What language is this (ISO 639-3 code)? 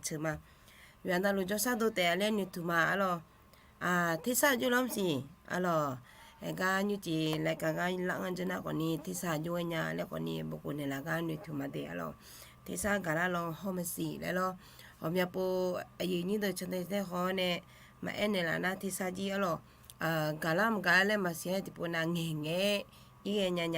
ahk